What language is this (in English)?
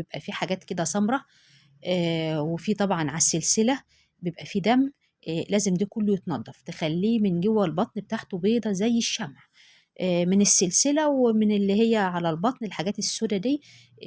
Egyptian Arabic